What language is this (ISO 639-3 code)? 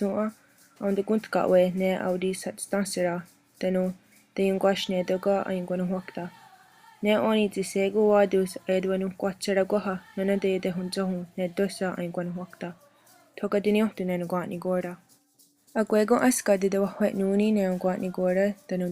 moh